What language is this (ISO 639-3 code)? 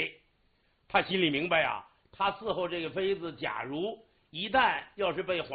zho